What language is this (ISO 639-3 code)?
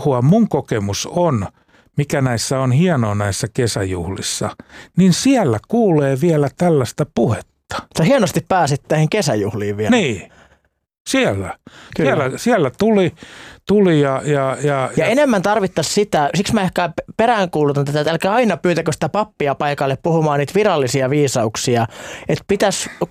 fin